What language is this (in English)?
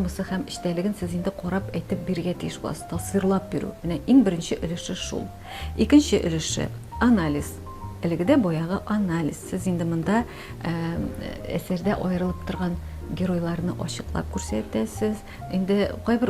Tatar